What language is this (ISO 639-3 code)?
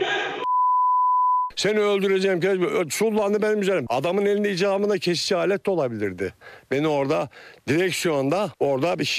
tur